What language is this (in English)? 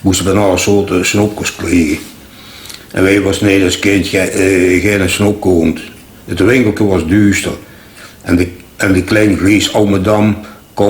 Limburgish